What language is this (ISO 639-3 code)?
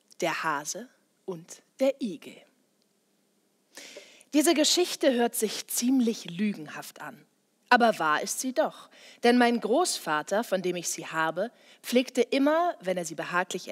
deu